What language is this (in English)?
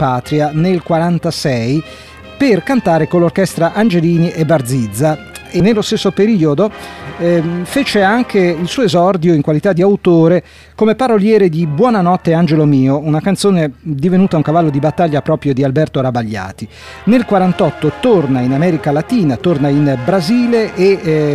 Italian